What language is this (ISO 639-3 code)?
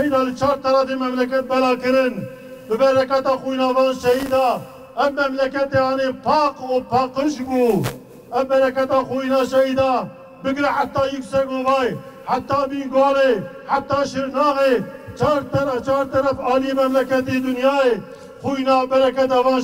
kur